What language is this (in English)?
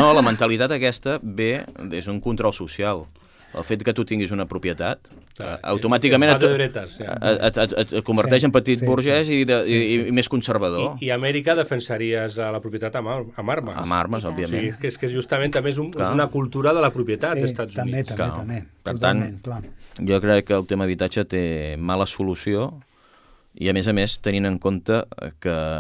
Catalan